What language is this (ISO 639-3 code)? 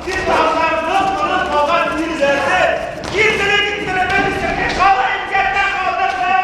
bak